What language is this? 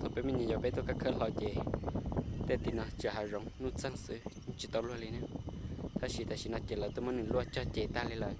Hmong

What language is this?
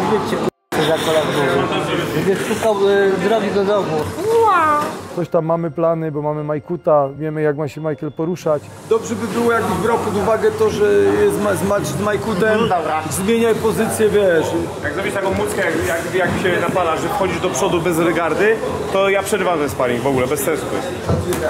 Polish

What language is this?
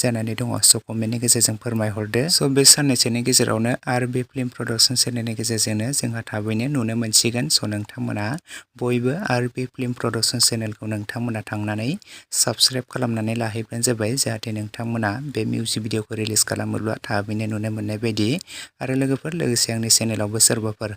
Bodo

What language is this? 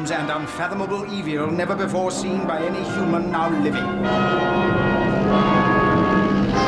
Korean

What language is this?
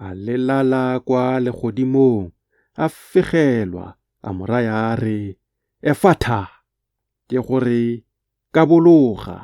Tswana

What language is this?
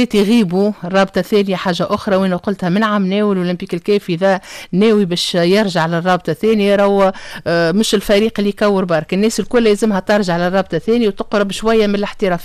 Tunisian Arabic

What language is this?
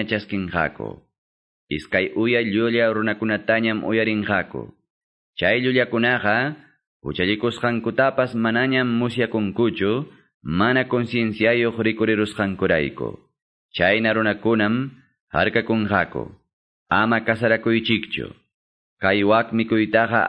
Quechua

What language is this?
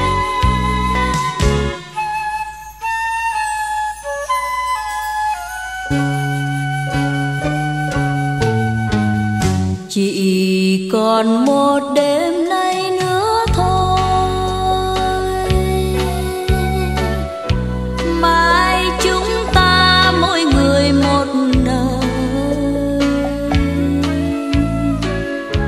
Vietnamese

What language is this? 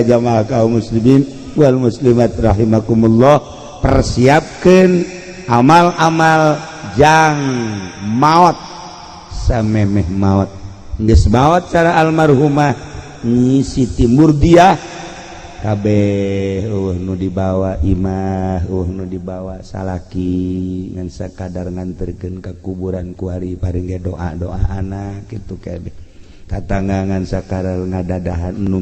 Sundanese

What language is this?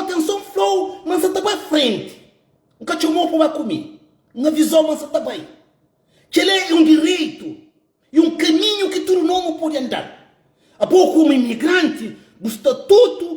Kabuverdianu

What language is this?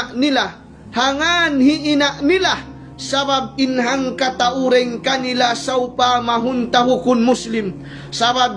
Tausug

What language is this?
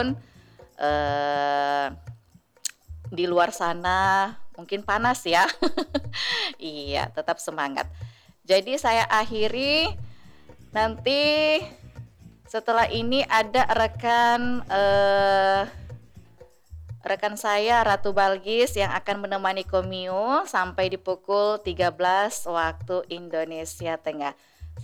Indonesian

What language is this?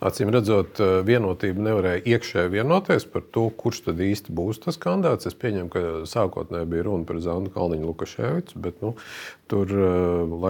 Latvian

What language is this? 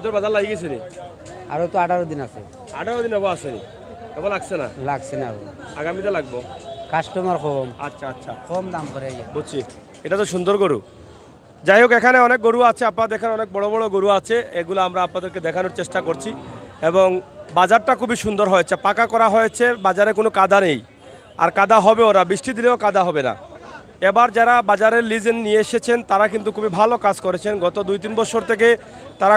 Sylheti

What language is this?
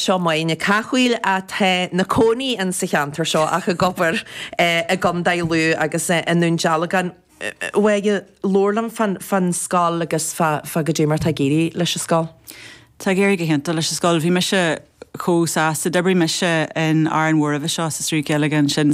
Irish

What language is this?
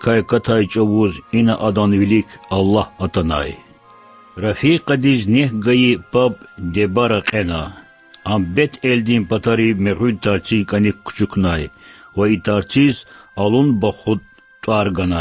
Lezghian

